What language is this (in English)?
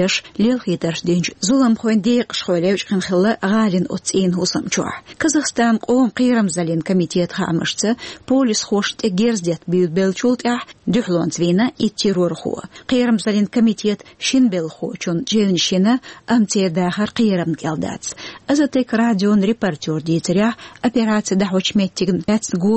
Chechen